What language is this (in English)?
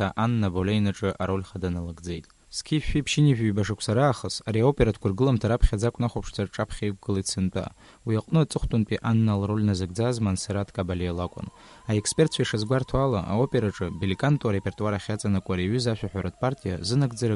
Abkhazian